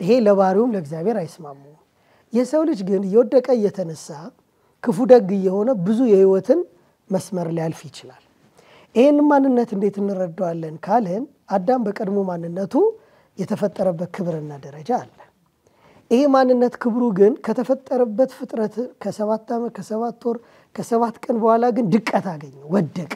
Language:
Amharic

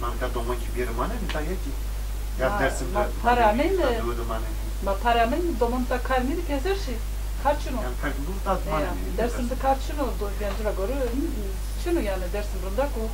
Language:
Zaza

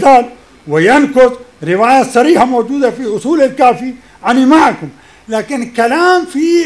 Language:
Arabic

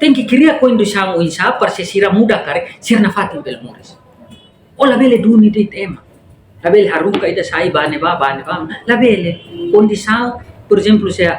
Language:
Tetum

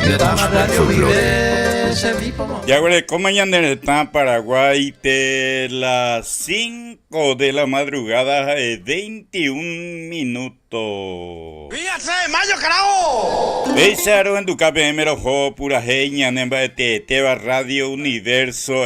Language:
Guarani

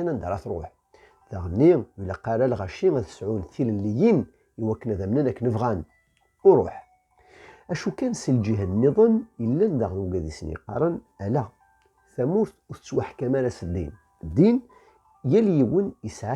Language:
Kabyle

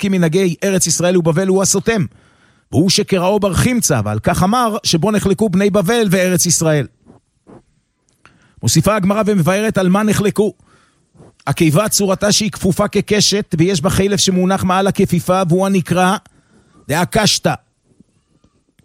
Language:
Hebrew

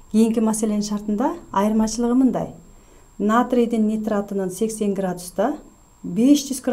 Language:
Kyrgyz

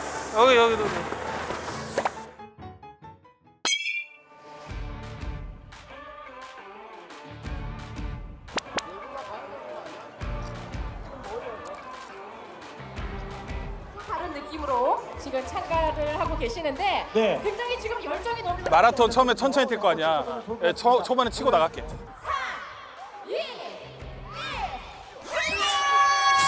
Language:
Korean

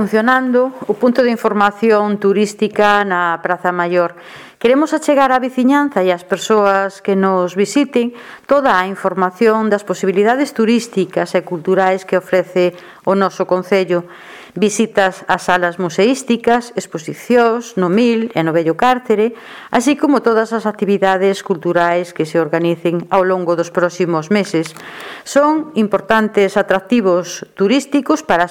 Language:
Galician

